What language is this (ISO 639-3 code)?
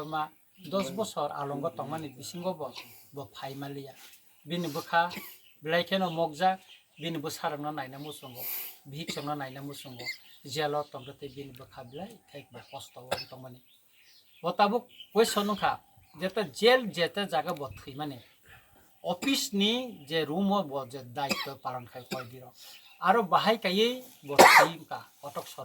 trp